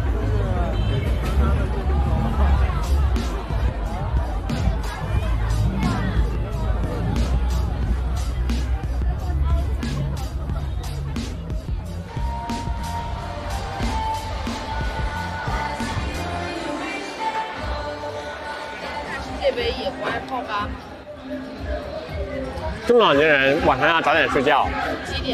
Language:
Chinese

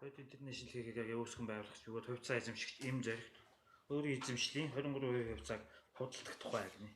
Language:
Mongolian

